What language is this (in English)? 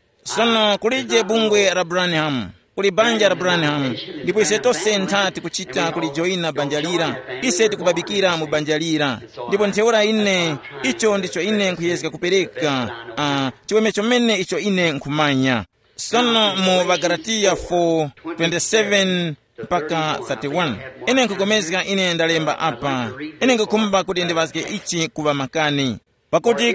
Tumbuka